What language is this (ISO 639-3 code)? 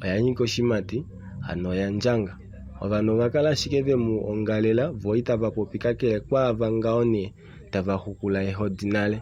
kua